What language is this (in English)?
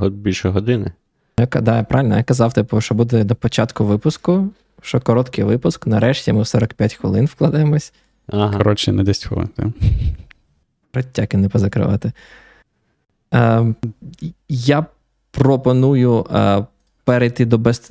Ukrainian